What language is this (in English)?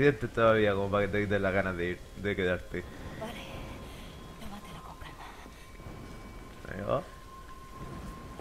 Spanish